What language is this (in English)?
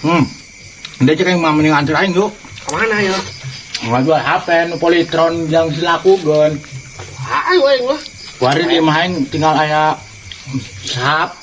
Sundanese